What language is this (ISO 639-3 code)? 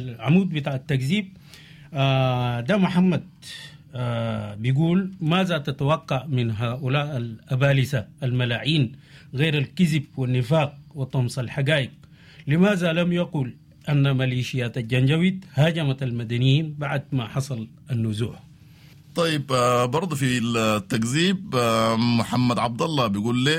apd